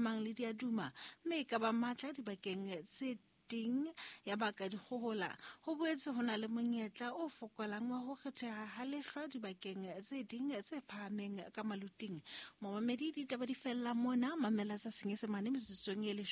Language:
Southern Sotho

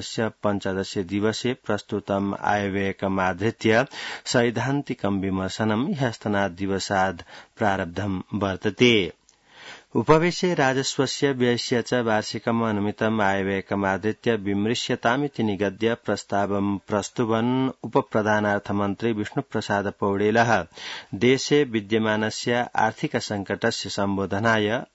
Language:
Sanskrit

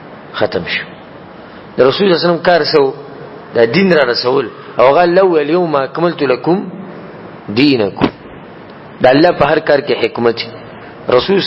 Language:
Pashto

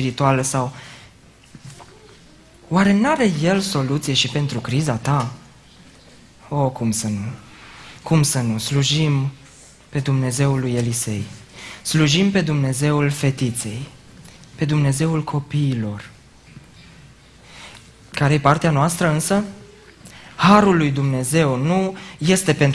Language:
Romanian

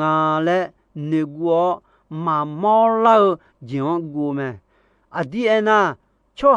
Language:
Akha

